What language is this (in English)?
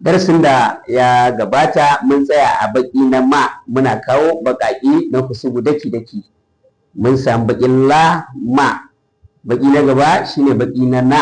Hausa